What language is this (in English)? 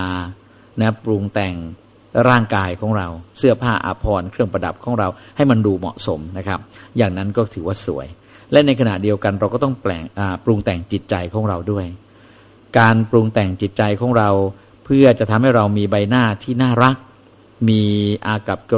Thai